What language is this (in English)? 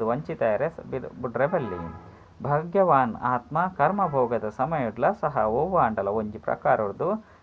Tulu